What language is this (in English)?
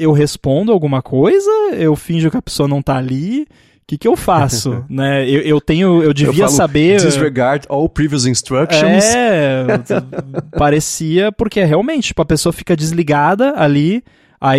Portuguese